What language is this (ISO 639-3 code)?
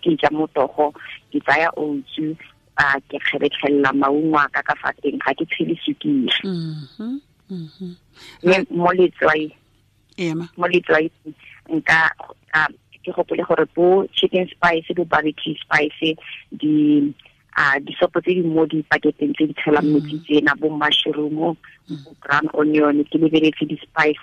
tsn